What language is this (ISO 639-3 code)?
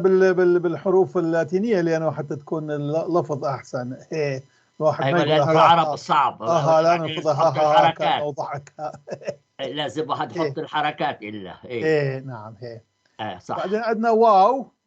apc